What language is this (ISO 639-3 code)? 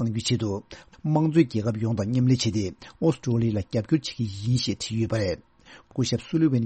bod